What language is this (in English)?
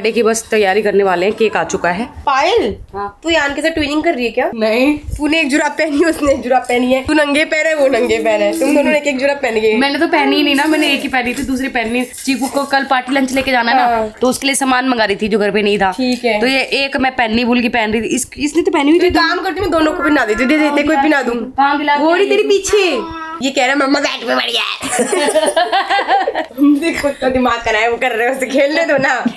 Hindi